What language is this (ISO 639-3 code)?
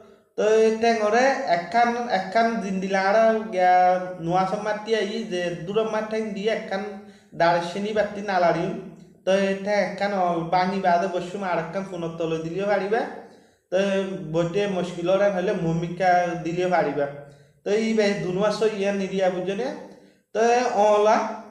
rhg